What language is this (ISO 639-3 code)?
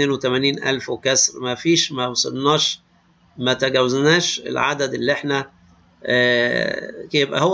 arz